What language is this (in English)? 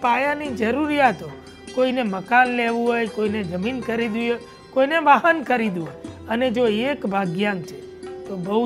Gujarati